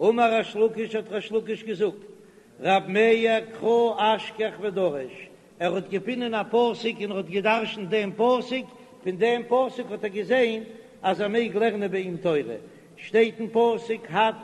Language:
Yiddish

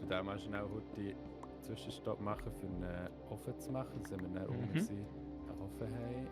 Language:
Swiss German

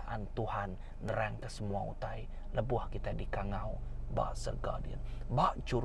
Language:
Iban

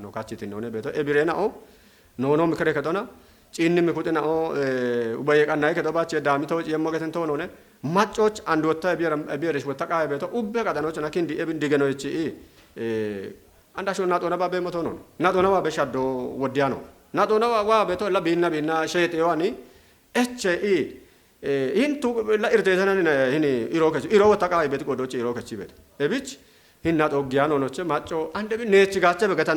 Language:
Kafa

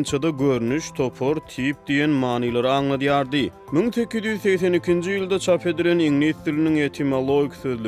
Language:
Turkmen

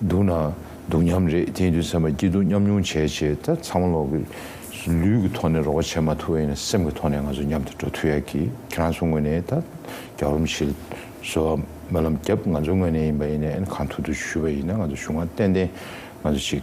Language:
Tibetan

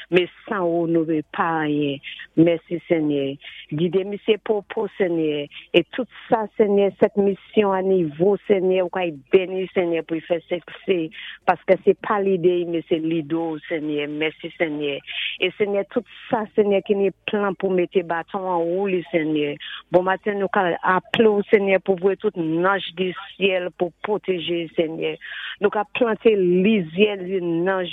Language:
Saint Lucian Creole French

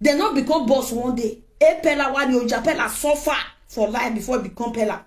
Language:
Nigerian Pidgin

